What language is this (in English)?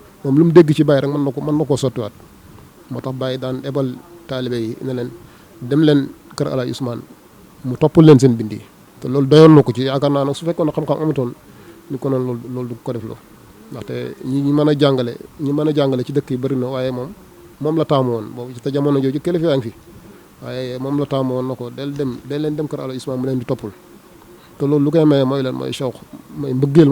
Wolof